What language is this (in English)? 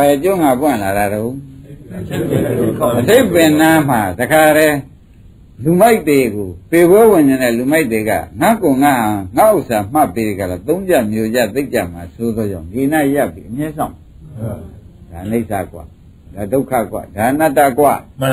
Burmese